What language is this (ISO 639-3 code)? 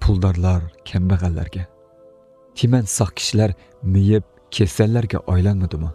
uig